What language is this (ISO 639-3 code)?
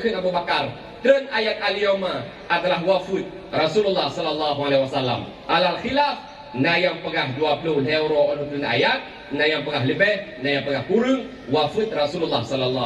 ace